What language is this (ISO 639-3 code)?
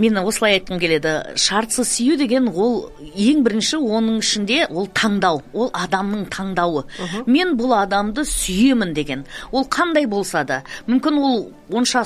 kaz